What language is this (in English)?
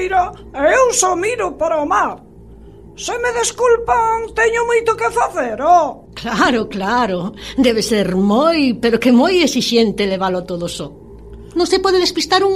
Galician